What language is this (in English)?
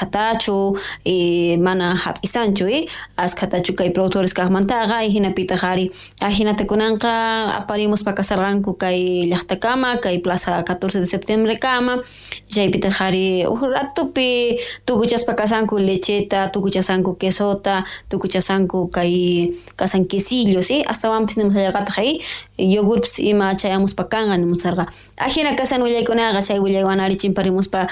South Bolivian Quechua